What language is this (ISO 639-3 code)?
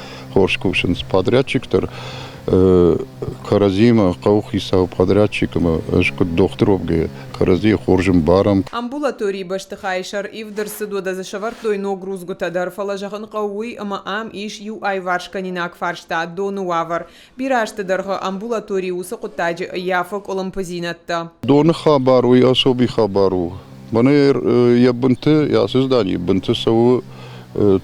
oss